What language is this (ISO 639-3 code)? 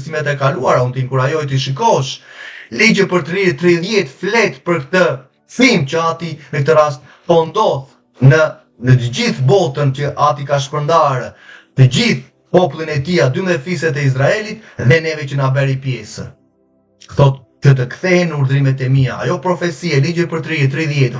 sqi